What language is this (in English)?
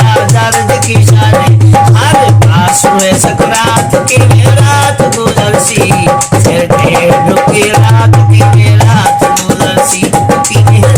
Saraiki